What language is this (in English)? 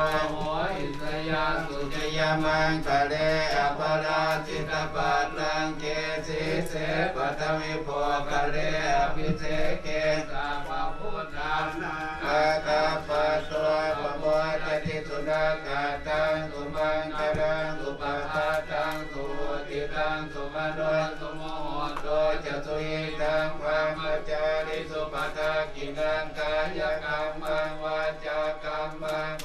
Pali